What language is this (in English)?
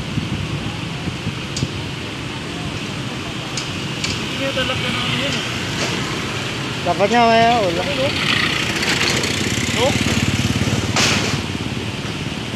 Filipino